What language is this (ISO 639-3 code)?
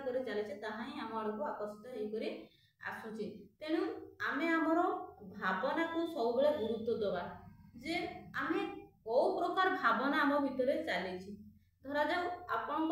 ori